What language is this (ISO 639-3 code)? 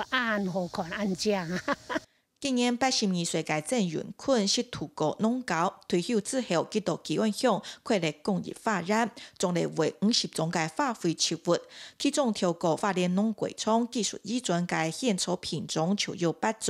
hak